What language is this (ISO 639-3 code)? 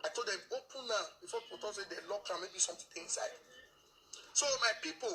pcm